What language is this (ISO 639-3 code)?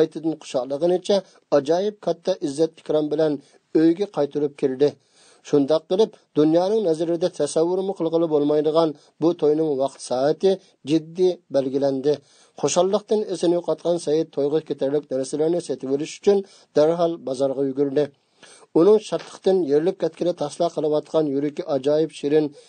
uig